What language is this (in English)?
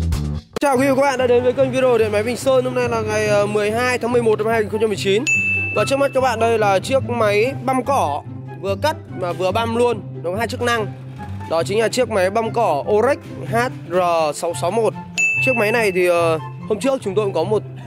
Vietnamese